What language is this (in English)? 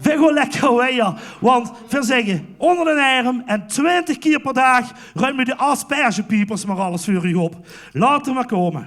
Limburgish